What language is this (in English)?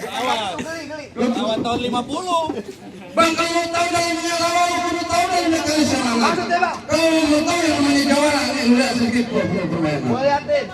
Betawi